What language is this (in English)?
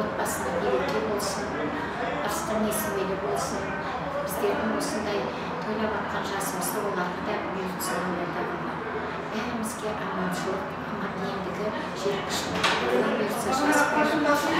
Kara-Kalpak